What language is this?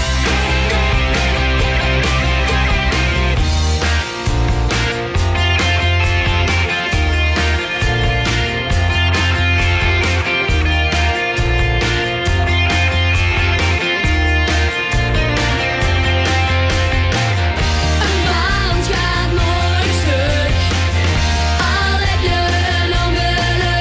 Dutch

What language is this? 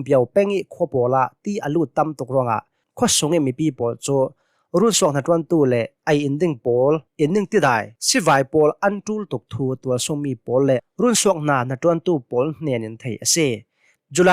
Hakha Chin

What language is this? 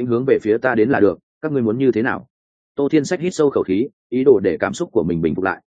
Vietnamese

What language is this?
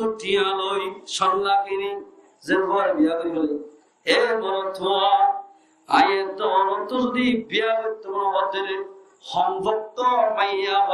Rohingya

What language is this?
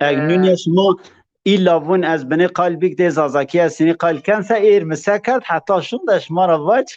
Zaza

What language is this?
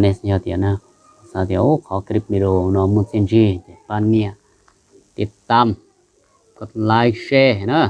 Hmong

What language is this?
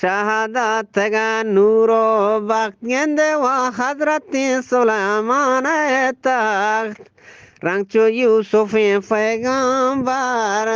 Eastern Balochi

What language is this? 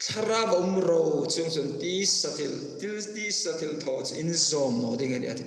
Hmar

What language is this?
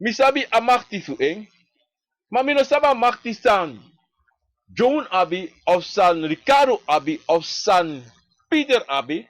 Sranan Tongo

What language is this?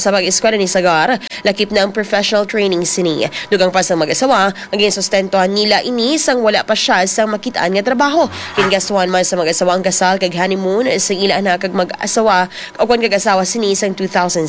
Hiligaynon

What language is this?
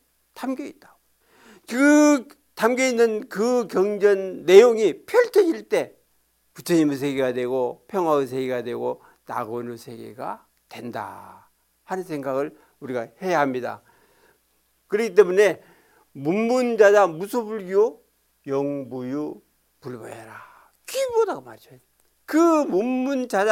Korean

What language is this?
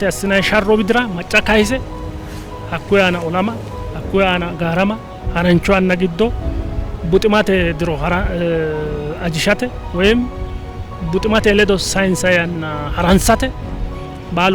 Sidamo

